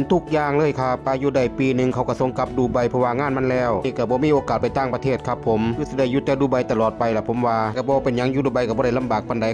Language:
Northeastern Thai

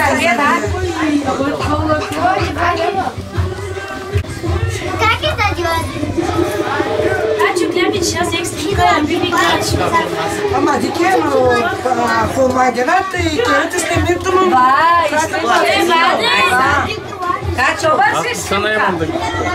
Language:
Bulgarian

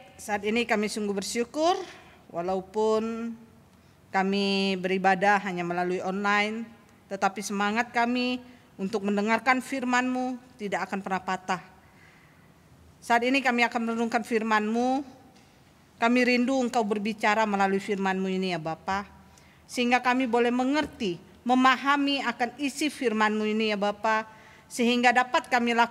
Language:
Indonesian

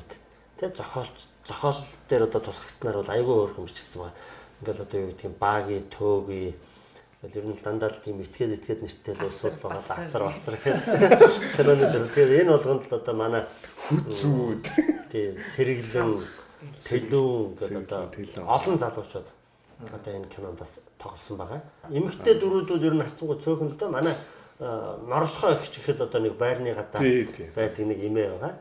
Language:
Mongolian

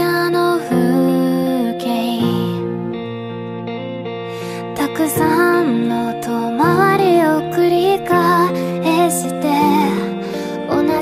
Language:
Japanese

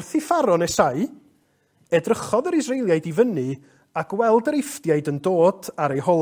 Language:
Welsh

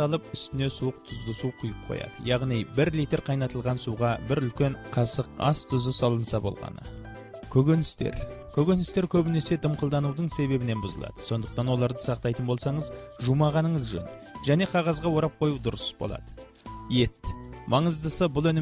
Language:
Kazakh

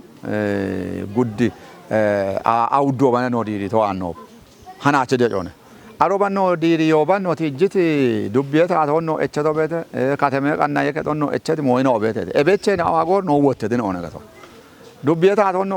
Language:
Kafa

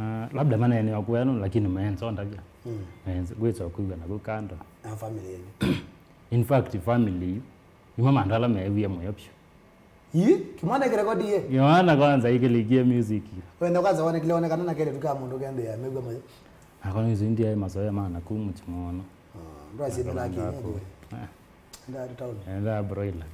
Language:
Kamba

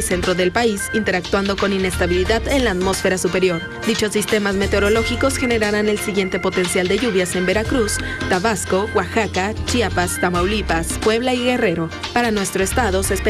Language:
Spanish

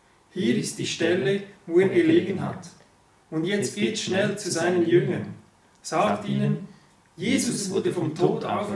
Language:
Swiss German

